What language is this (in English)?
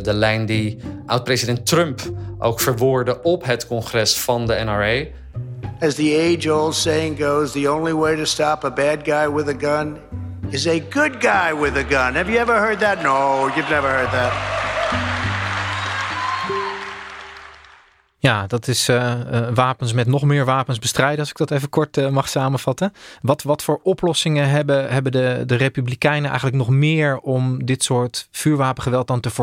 Dutch